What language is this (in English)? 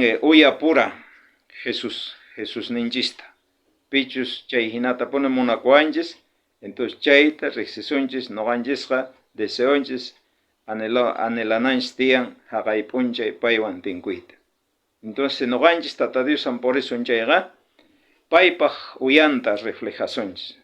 South Bolivian Quechua